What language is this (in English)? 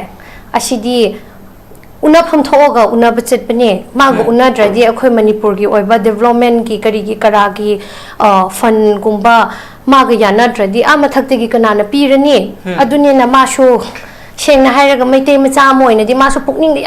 Manipuri